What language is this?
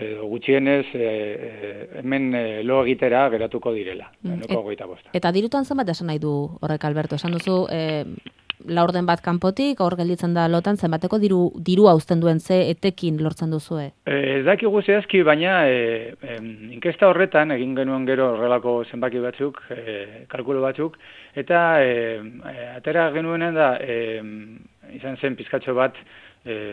Basque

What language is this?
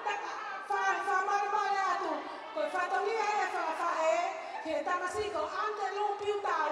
Tongan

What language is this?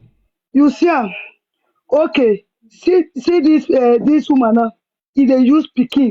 Nigerian Pidgin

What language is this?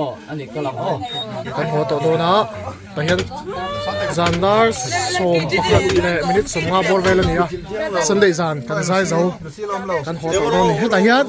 Mizo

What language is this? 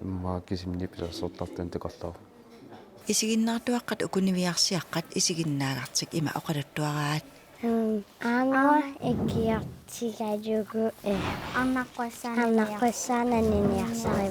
Kalaallisut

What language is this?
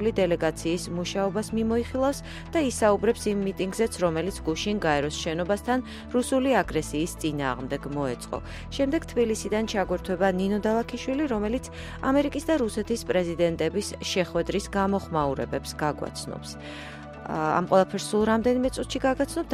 Georgian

